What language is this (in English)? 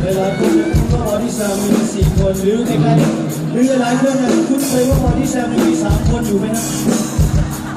Lao